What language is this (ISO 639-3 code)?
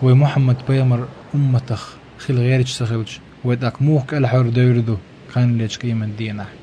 che